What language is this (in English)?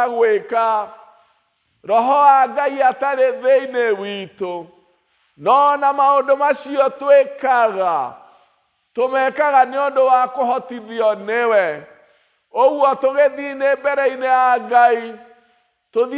Kikuyu